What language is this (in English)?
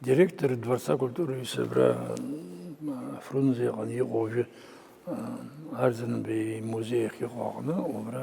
Abkhazian